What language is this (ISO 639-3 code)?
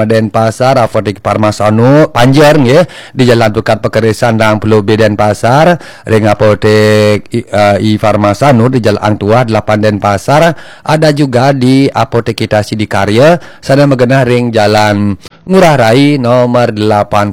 ban